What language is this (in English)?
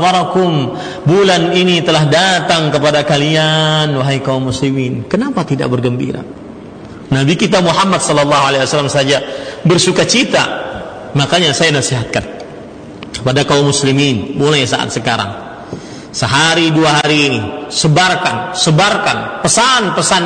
Indonesian